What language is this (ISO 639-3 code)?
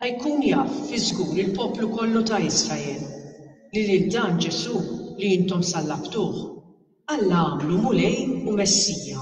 mlt